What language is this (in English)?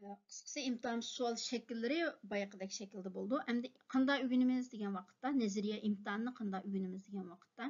Uyghur